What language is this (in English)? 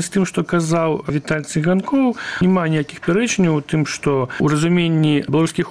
Belarusian